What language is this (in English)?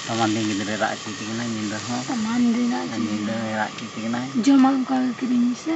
Santali